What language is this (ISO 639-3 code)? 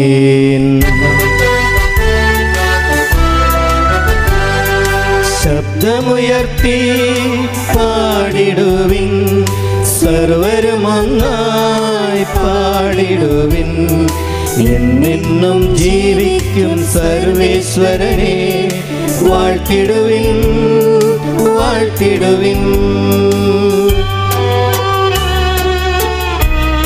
mal